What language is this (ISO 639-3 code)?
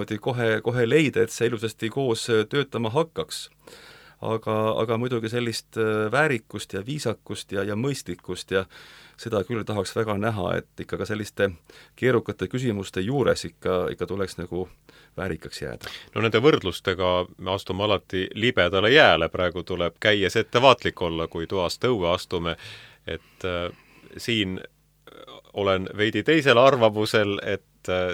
est